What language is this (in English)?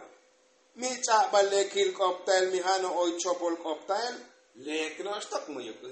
Tzotzil